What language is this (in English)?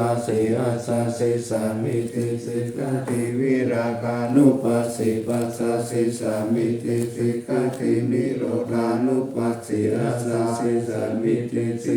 Pali